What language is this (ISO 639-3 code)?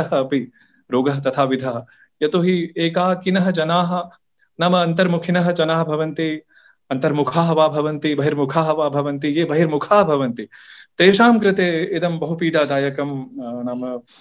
san